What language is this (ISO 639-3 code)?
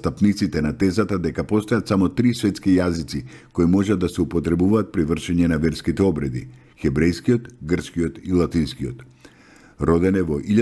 mkd